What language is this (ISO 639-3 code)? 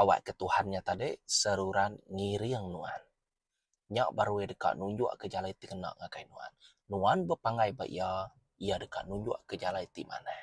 iba